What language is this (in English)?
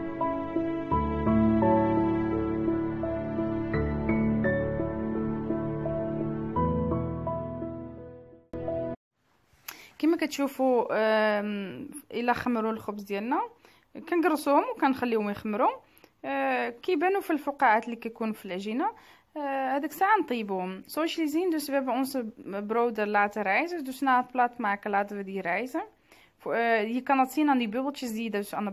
Moroccan Arabic